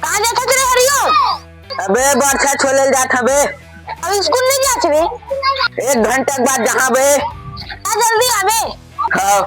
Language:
Chhattisgarhi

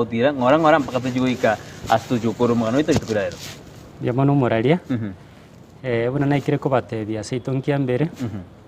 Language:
Gusii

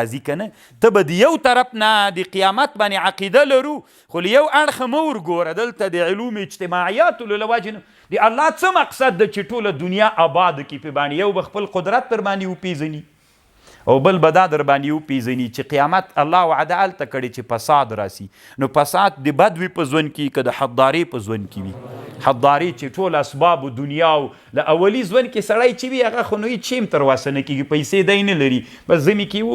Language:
Pashto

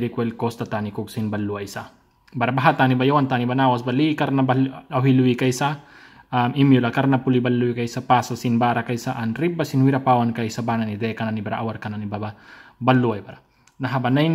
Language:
Mískito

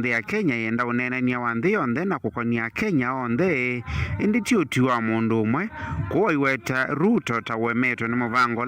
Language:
Kamba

